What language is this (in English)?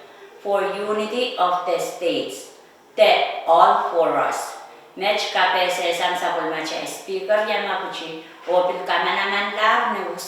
Pohnpeian